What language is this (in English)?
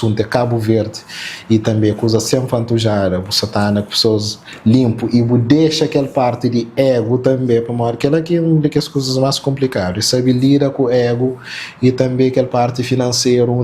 Kabuverdianu